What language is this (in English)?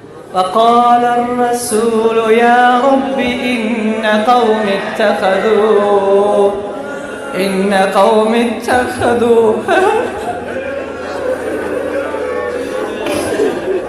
Tajik